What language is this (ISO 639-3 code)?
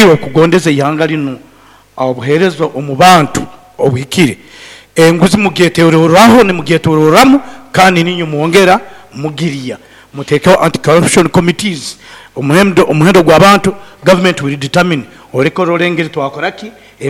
nyn